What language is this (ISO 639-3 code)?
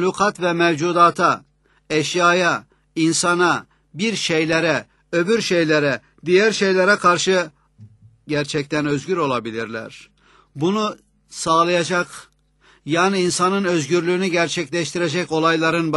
tur